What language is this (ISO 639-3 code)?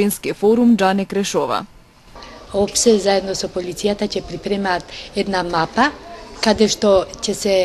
mkd